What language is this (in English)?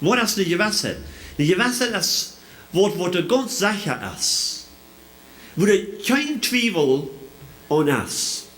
Plautdietsch